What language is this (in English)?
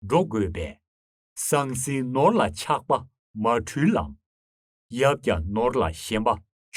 Tibetan